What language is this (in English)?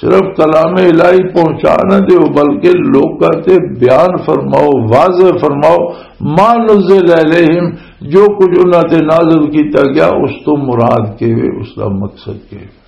Western Panjabi